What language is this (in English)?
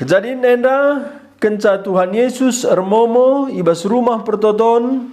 Batak Karo